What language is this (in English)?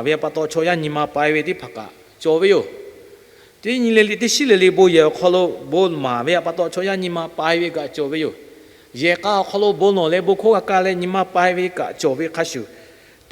Lahu